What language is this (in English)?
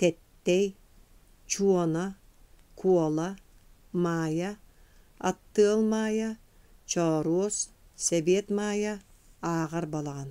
Yakut